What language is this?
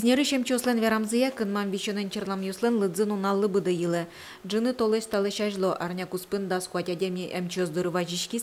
Udmurt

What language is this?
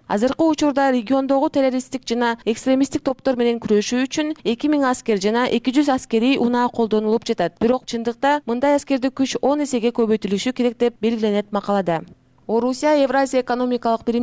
Kyrgyz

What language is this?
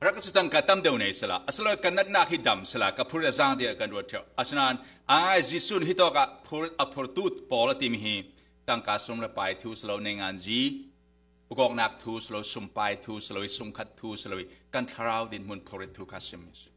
Falam Chin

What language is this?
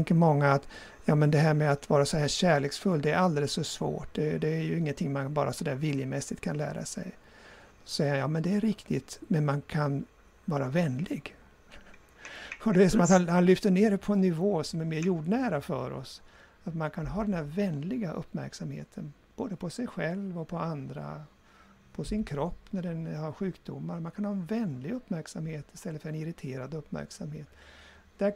Swedish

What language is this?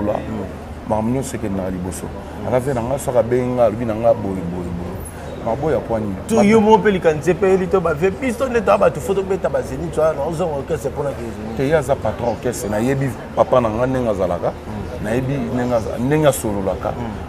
Lingala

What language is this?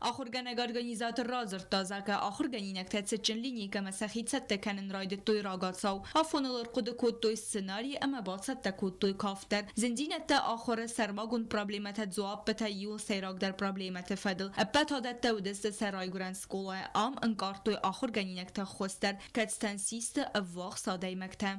Ossetic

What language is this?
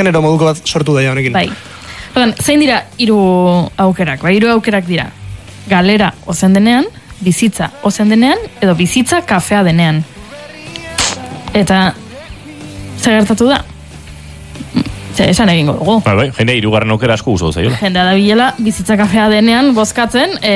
Basque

